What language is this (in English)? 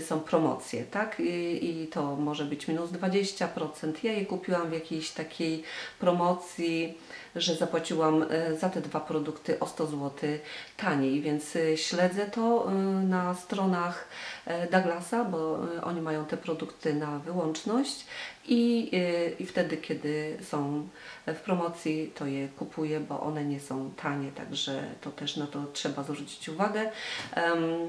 Polish